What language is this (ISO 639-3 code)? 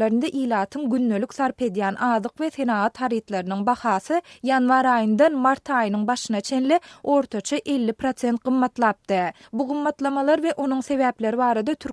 tuk